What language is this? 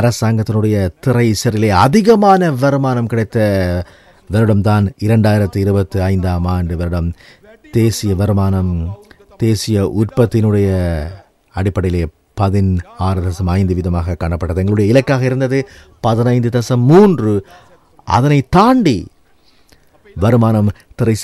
Tamil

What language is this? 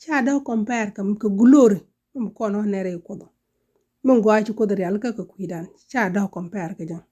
Nuer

